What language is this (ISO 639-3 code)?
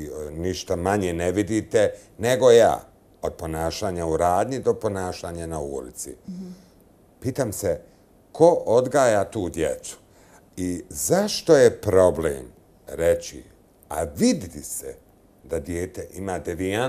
bos